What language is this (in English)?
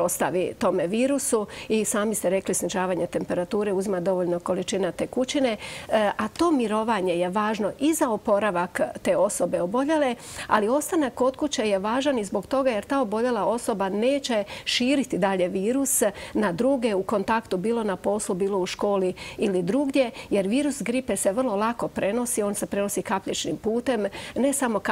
Croatian